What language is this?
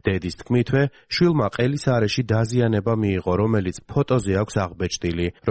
Georgian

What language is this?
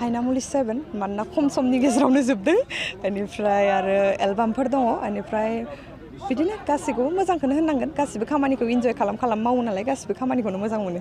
Bodo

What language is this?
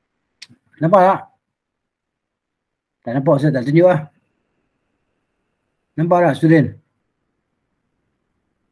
Malay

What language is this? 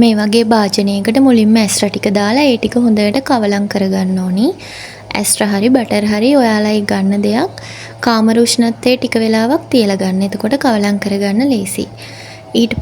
Sinhala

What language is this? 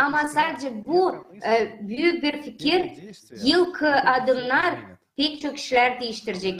Gagauz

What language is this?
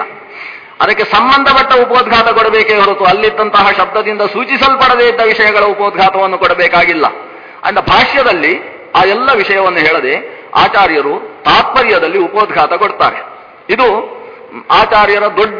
Kannada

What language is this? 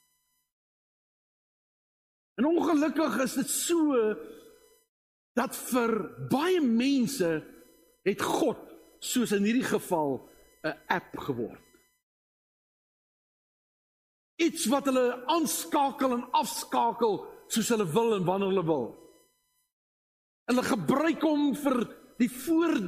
Afrikaans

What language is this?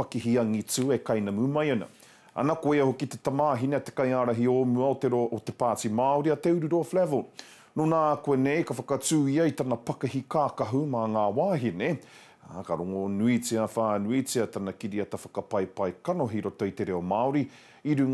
Māori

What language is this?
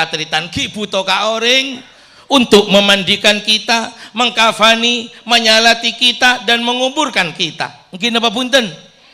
Madurese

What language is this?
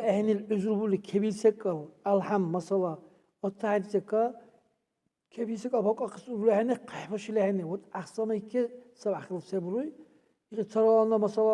Dargwa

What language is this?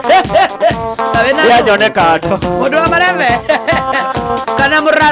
Kikuyu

